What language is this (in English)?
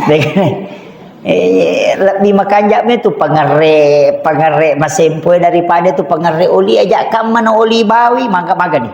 Buginese